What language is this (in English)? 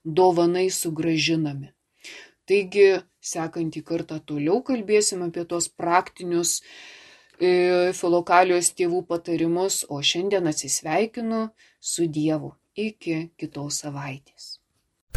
Lithuanian